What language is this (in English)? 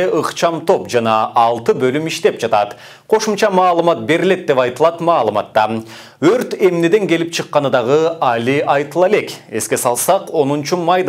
Kyrgyz